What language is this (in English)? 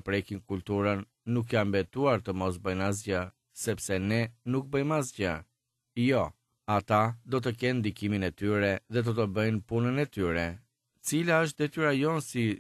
Albanian